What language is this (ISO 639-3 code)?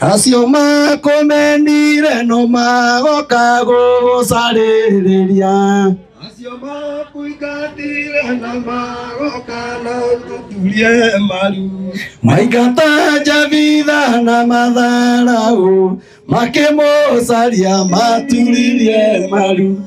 kik